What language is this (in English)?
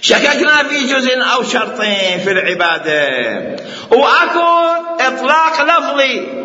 Mesopotamian Arabic